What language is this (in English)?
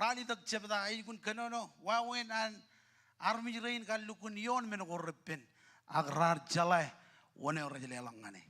Marshallese